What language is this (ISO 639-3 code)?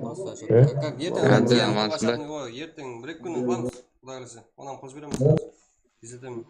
kaa